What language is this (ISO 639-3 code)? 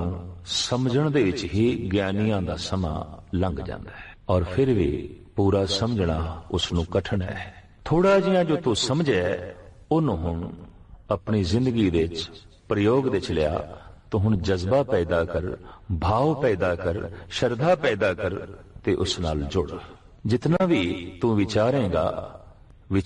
pan